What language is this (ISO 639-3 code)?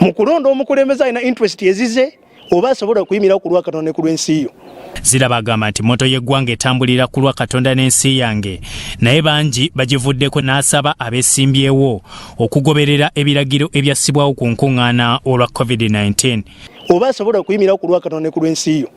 lug